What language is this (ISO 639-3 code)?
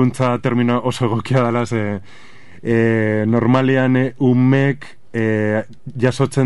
eus